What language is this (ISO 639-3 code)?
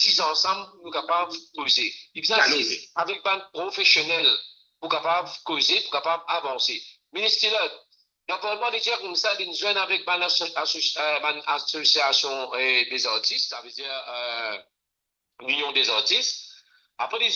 mfe